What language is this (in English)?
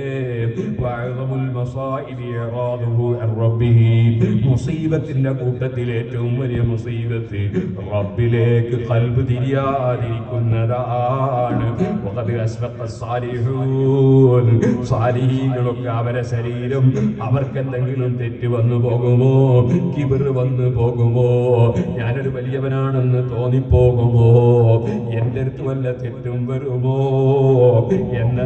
Malayalam